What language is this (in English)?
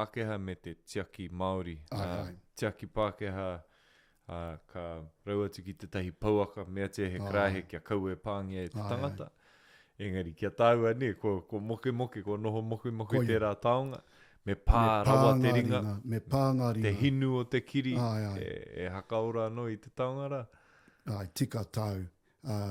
Māori